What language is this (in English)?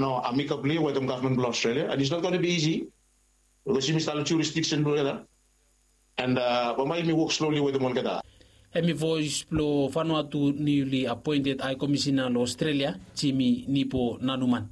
Bislama